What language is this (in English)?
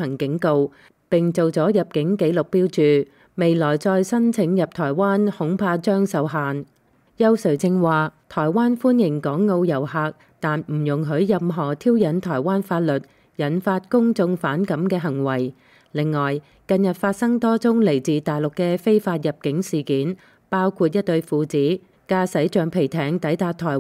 Cantonese